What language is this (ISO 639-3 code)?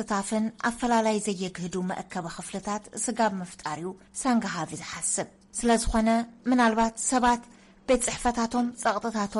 tir